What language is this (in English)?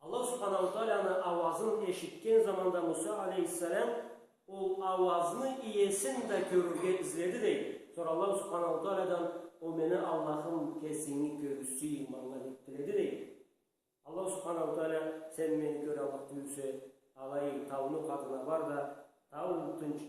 Karachay-Balkar